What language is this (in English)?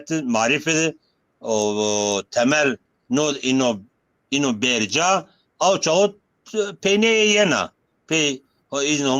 Zaza